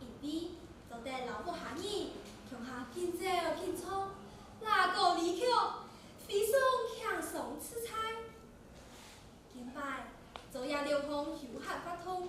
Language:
Hakka Chinese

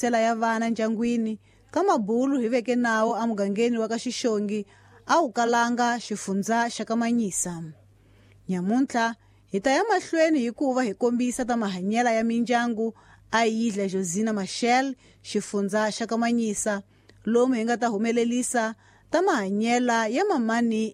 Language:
Tsonga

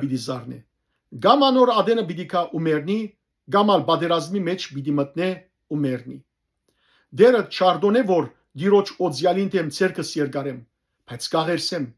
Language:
Western Armenian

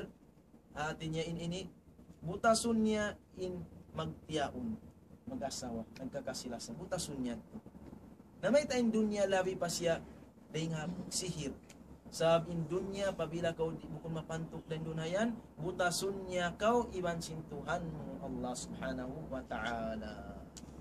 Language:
Tausug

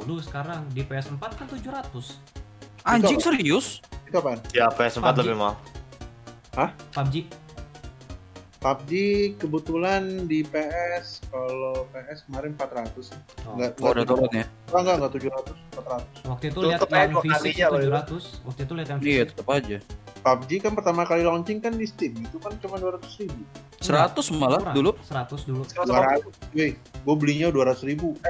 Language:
Indonesian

